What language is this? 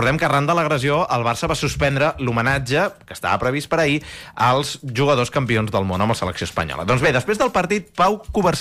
Catalan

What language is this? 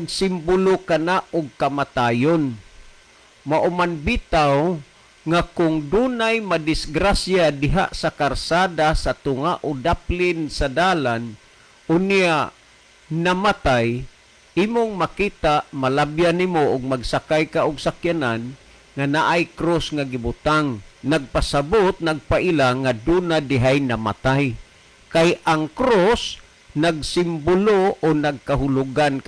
Cebuano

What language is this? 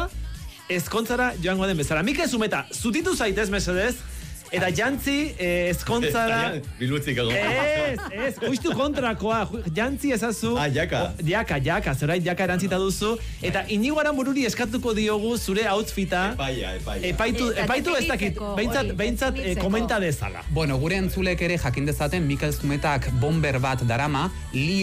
Basque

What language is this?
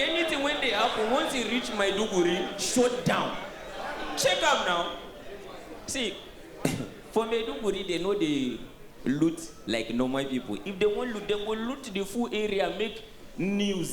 Nigerian Pidgin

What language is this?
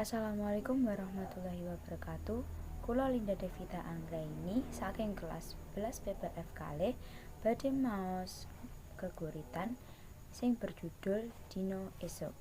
Javanese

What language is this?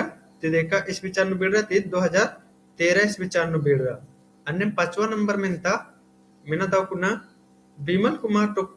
Kurukh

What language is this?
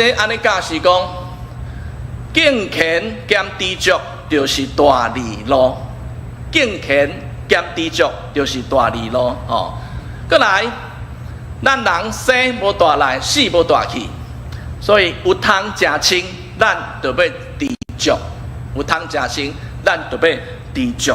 Min Nan Chinese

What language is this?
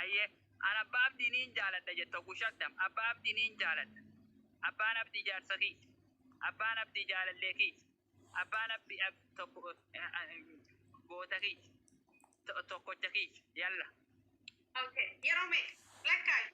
Oromo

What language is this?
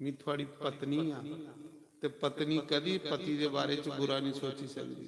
Dogri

